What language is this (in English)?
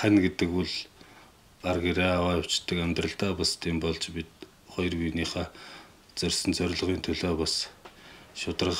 Mongolian